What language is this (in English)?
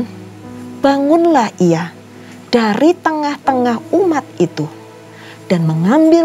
Indonesian